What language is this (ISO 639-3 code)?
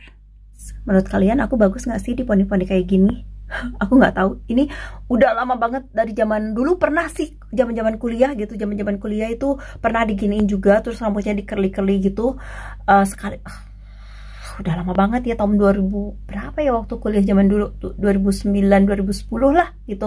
ind